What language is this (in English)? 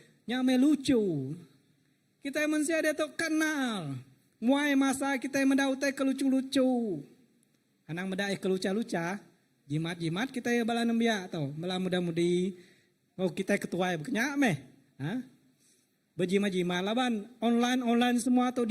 Iban